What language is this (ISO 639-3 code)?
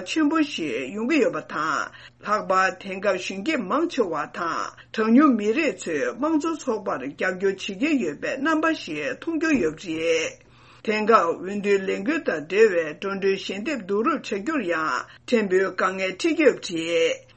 bod